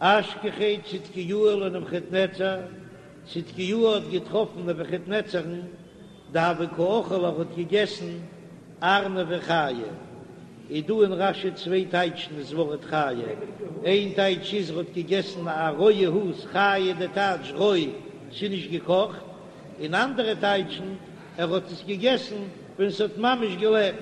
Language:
Yiddish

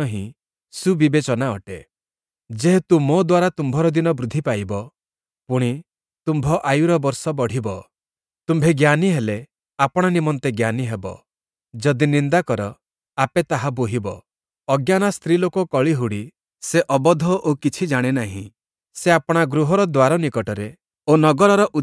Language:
Odia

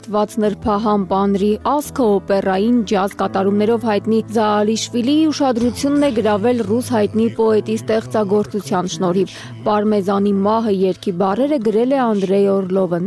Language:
Armenian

